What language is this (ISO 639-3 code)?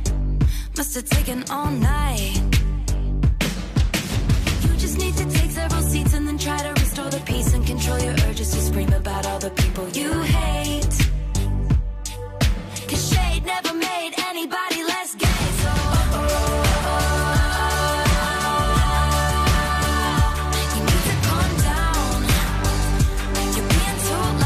eng